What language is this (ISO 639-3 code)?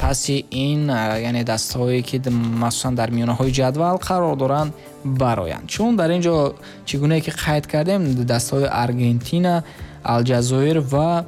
tgk